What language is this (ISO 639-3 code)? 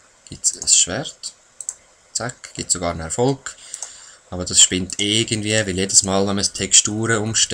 gsw